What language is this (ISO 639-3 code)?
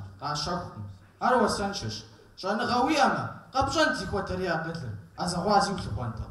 kbd